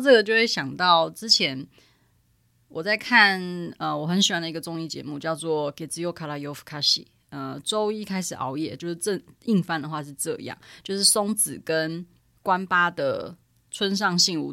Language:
Chinese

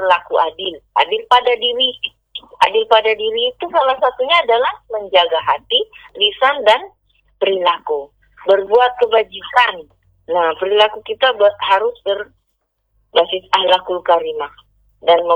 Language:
Indonesian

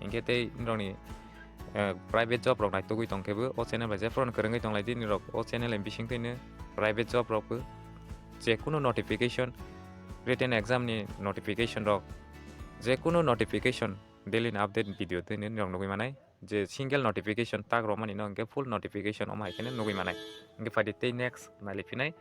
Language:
Kok Borok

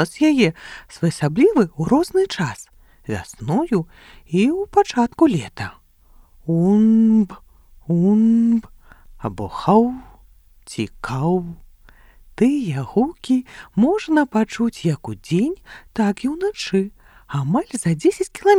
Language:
Belarusian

